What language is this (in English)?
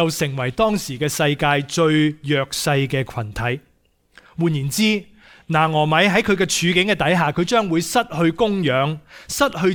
Cantonese